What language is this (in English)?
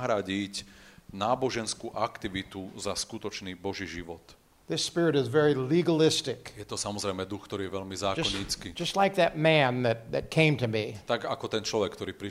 Slovak